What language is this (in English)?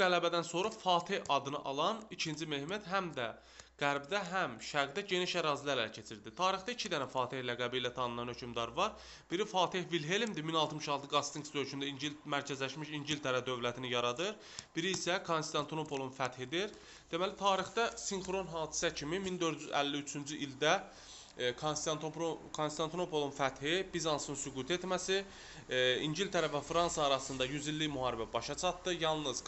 Azerbaijani